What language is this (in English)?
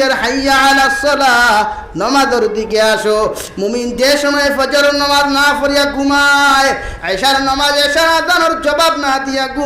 Sylheti